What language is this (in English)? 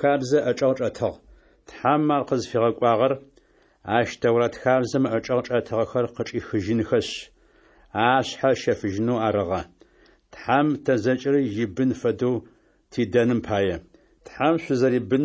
Adyghe